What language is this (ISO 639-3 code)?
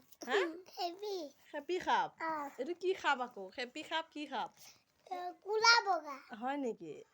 asm